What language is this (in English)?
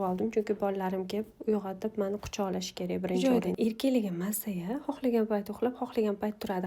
Uzbek